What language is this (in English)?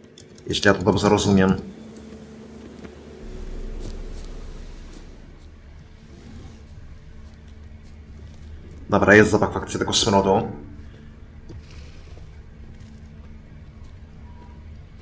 Polish